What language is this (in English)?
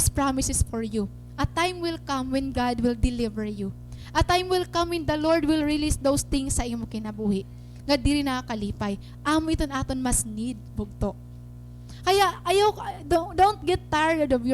Waray